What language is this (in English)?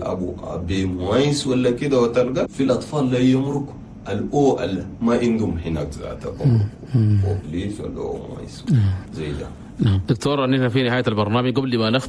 Chadian Arabic